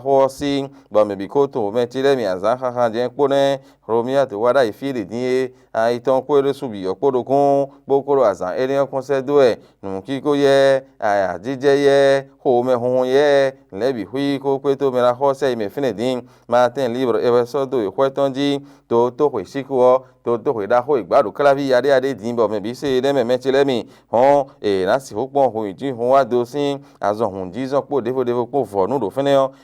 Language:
Fon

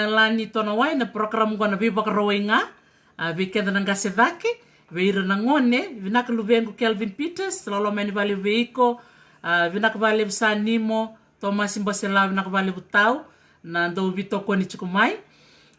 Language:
Fijian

